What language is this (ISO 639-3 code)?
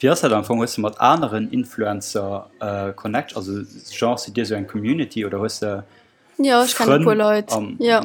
ltz